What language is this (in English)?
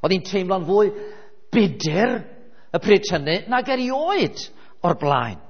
Welsh